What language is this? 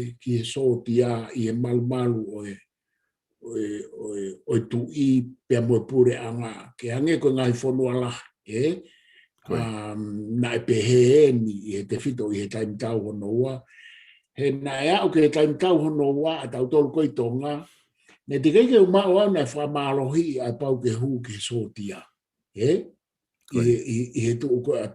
Tongan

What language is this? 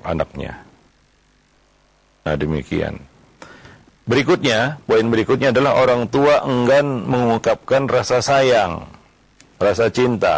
Indonesian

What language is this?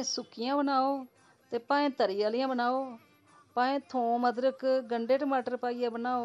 Dogri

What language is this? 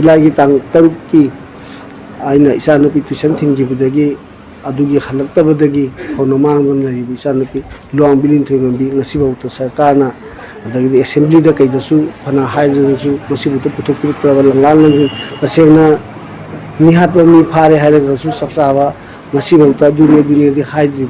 Manipuri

